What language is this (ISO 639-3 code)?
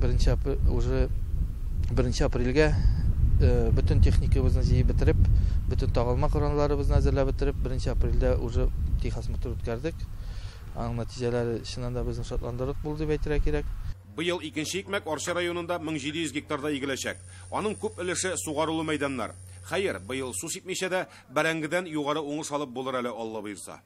tat